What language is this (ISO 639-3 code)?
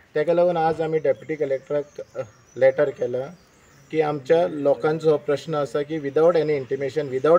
kok